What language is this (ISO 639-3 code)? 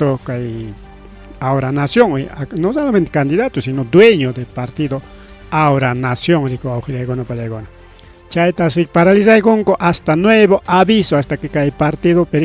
quy